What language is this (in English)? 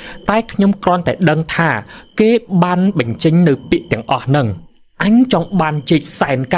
Khmer